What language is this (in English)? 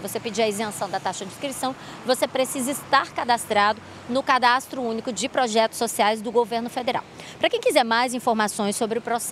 Portuguese